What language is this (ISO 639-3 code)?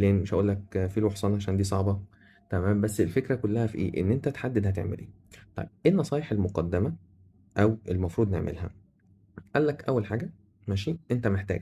arz